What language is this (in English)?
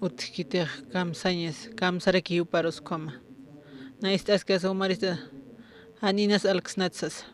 Aymara